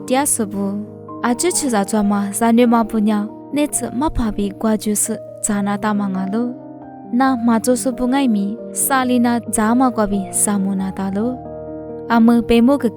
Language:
Lisu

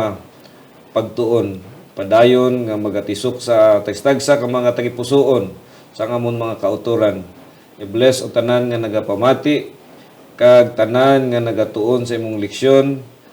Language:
Hiligaynon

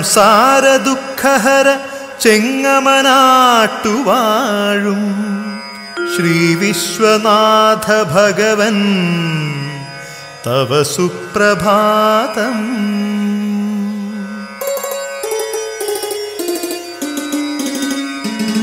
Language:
Malayalam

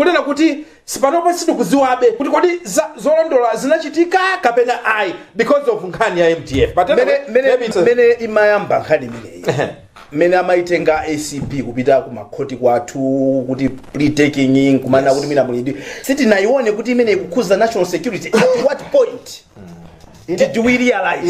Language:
Nyanja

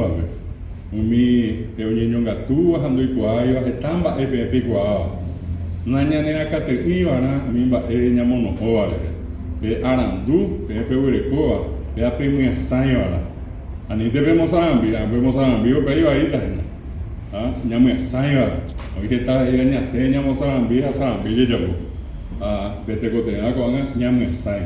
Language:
Guarani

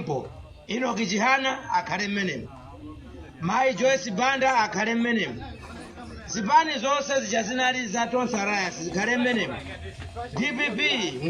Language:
Nyanja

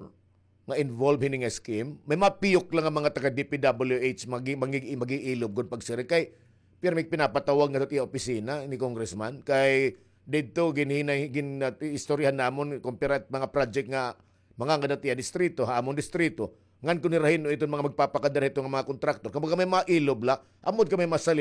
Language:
Waray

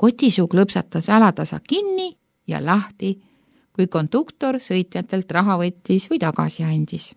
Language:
Estonian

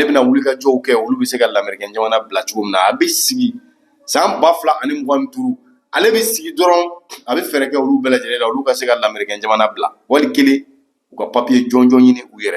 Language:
Bambara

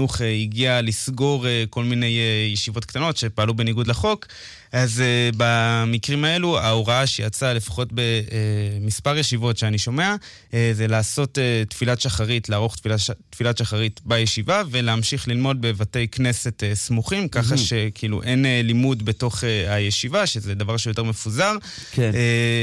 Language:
Hebrew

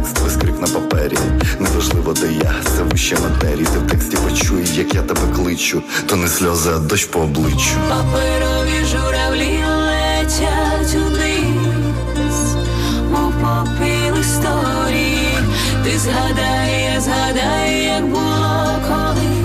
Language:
Ukrainian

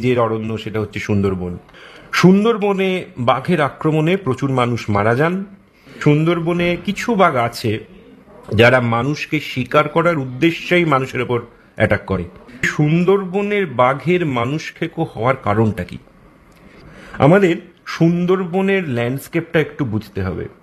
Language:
Bangla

